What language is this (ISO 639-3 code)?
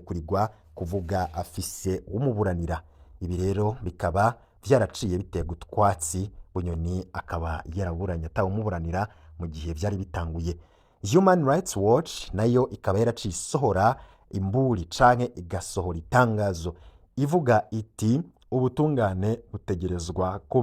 run